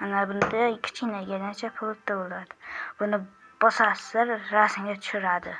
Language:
Uzbek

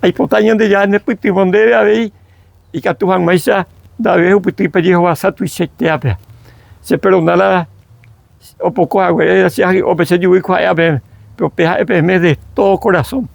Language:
Guarani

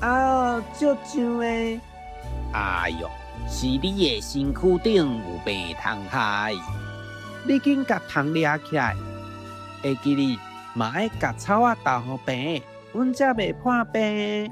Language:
Min Nan Chinese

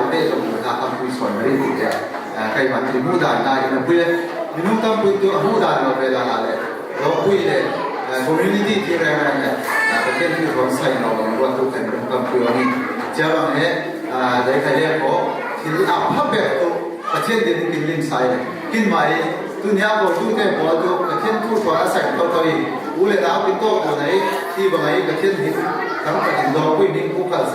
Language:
Falam Chin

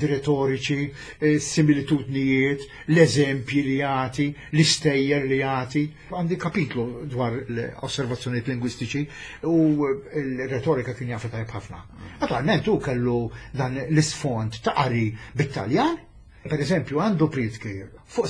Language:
Maltese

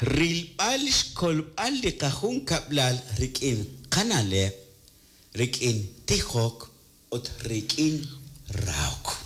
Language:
Kekchí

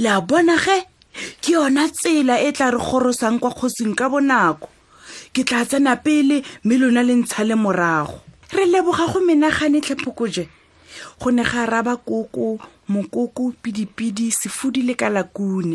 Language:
Tswana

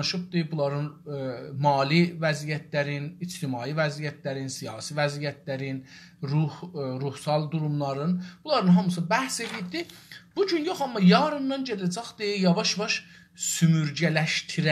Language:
South Azerbaijani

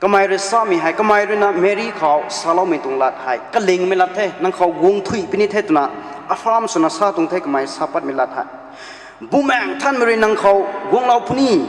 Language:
Rongmei Naga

